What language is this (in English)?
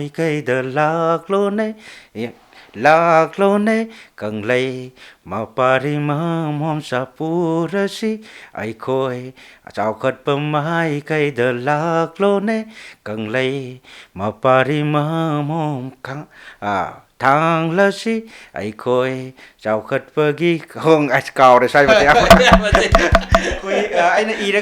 Manipuri